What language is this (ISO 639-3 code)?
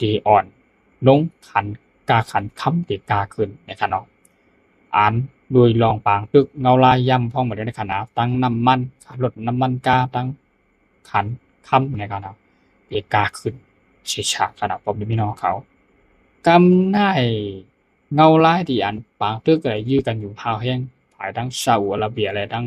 shn